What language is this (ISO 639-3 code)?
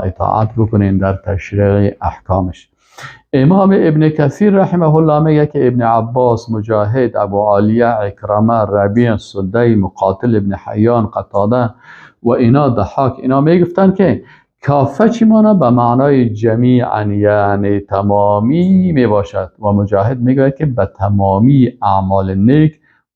fas